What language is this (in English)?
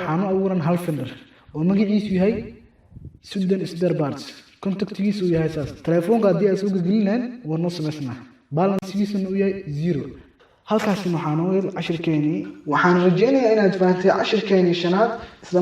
Somali